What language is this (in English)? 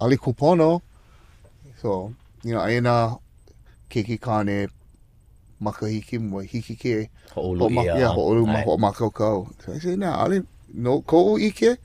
Hawaiian